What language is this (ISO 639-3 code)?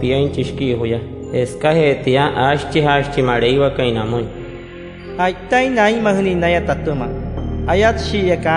guc